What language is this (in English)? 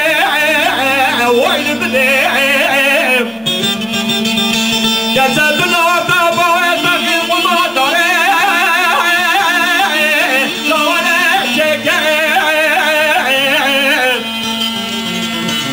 Kurdish